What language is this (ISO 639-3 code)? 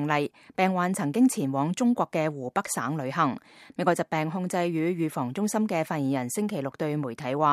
yue